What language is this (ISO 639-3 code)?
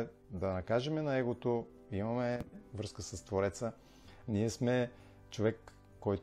bul